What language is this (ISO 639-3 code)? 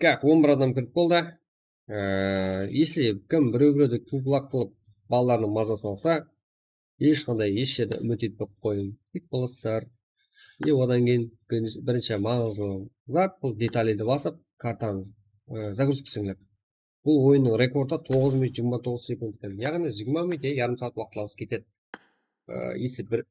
kaa